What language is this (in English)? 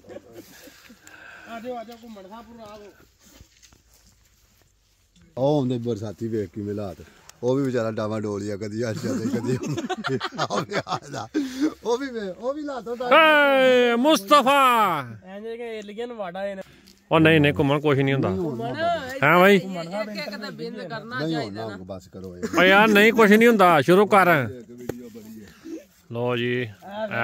Punjabi